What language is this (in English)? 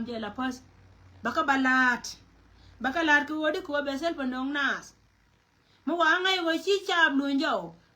Nuer